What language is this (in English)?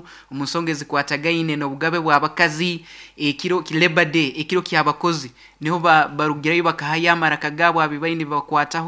Nyankole